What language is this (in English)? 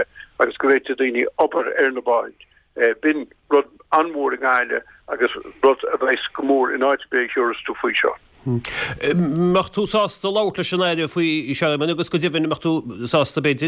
Irish